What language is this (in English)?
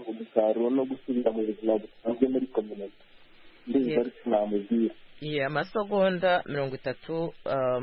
Kinyarwanda